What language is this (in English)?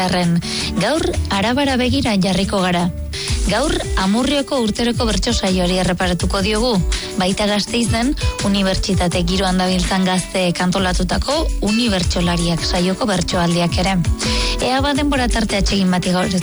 Basque